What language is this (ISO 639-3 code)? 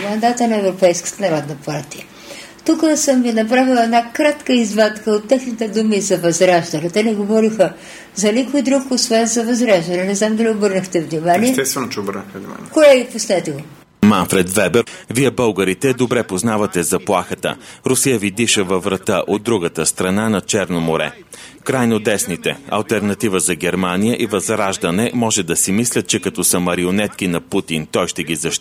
bul